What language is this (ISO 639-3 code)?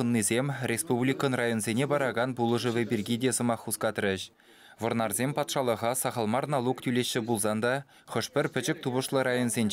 chv